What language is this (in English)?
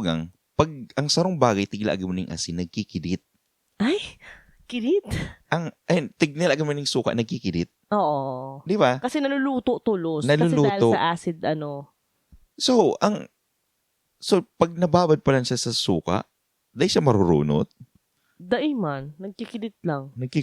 Bikol